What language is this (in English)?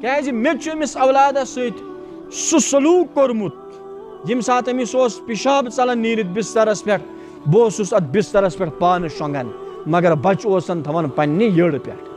Kashmiri